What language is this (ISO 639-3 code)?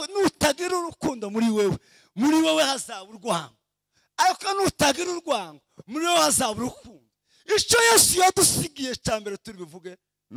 kin